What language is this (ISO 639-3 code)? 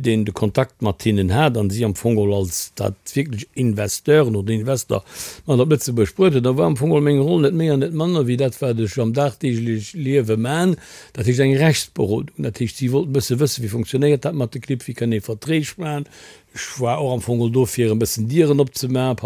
ltz